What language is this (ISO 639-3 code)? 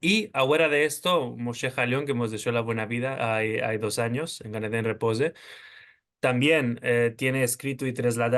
lad